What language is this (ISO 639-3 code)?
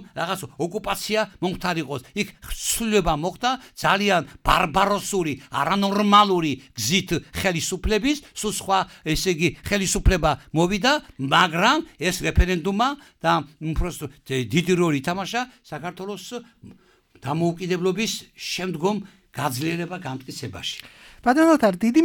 kat